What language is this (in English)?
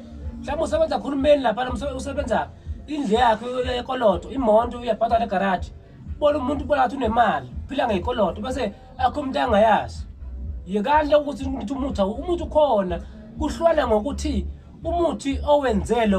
Zulu